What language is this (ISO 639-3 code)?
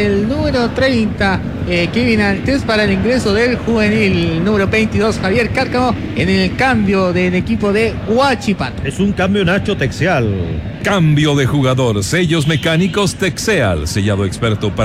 spa